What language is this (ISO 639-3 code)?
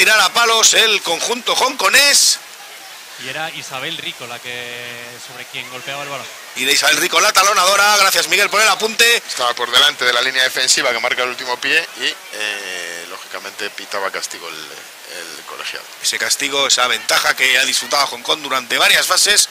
spa